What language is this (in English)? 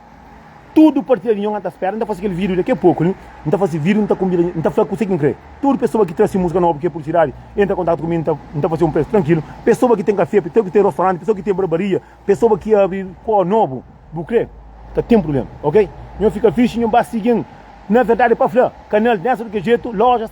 Kabuverdianu